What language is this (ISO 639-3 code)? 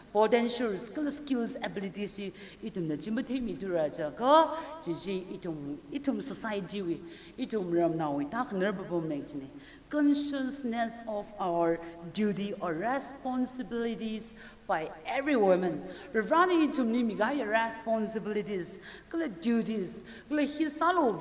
nmf